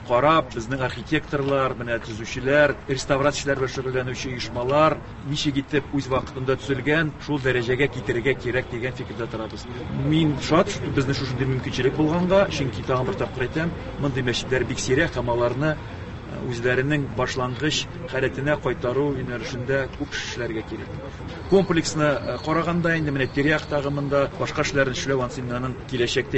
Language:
Tatar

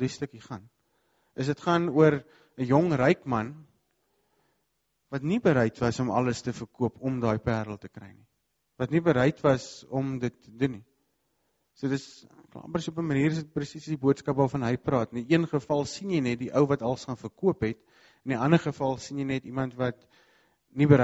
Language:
Afrikaans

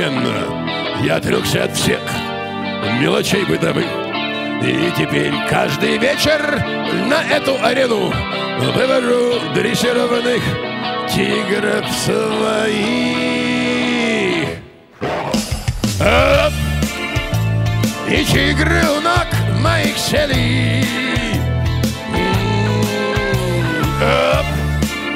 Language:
Russian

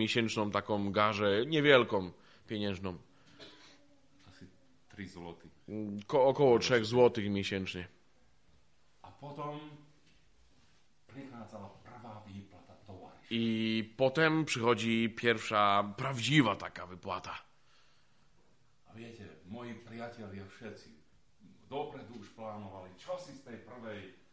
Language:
Polish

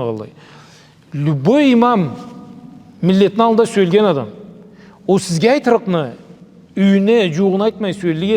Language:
Karachay-Balkar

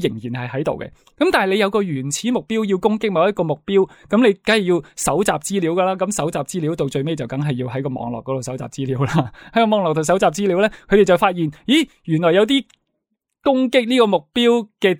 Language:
Cantonese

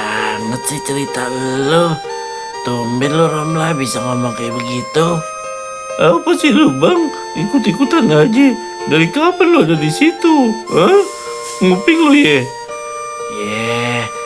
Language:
Betawi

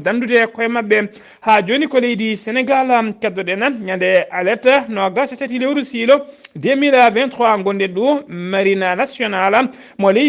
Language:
Fula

